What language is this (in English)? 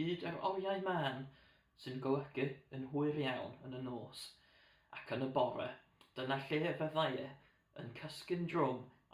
Welsh